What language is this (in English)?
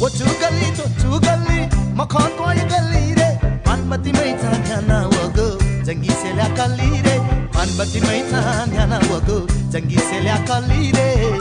Newari